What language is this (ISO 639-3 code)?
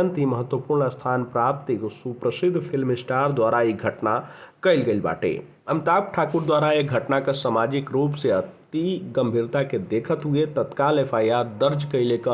bho